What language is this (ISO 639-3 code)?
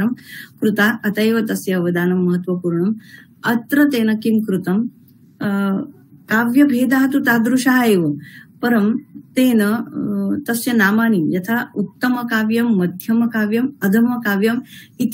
san